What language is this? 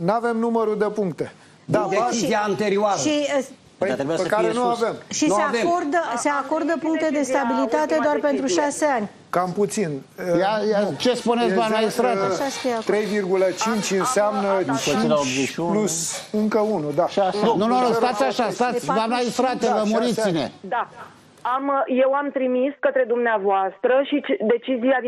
Romanian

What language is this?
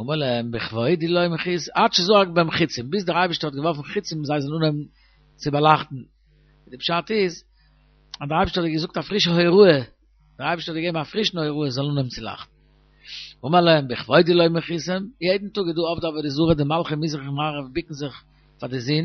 Yiddish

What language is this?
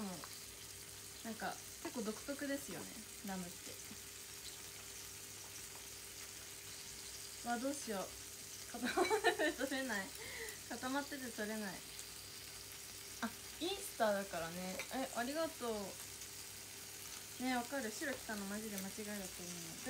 Japanese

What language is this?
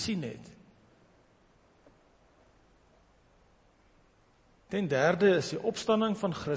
Afrikaans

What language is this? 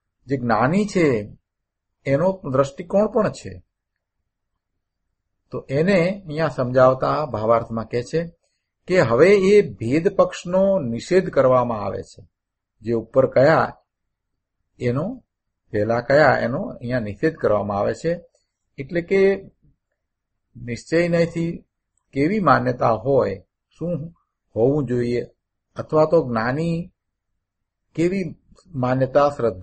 Gujarati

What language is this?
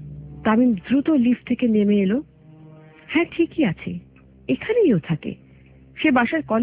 Bangla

